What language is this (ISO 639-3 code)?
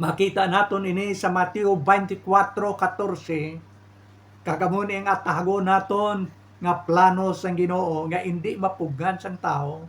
hil